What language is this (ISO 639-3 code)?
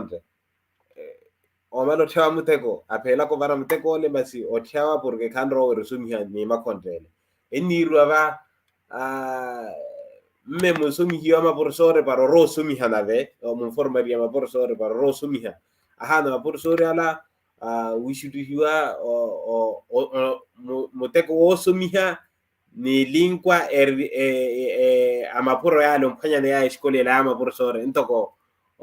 vmw